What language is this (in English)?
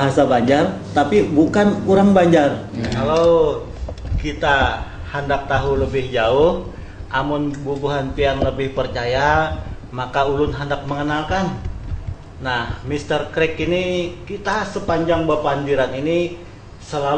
Banjar